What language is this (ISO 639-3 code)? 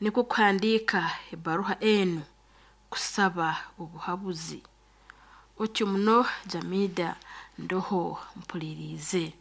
nyo